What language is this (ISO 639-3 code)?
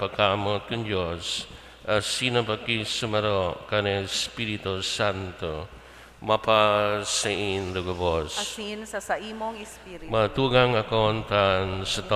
bik